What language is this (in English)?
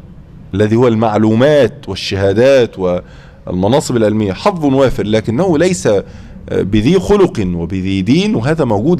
Arabic